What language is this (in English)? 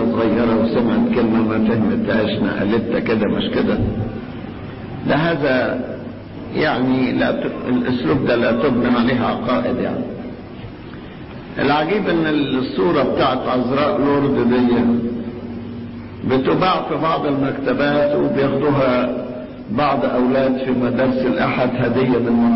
Egyptian Arabic